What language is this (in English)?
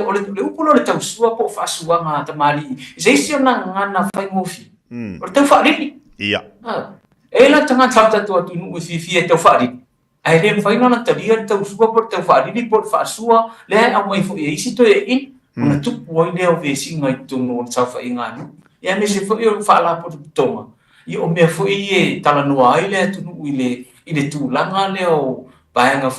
Samoan